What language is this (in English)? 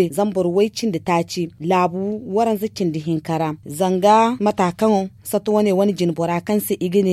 Zarma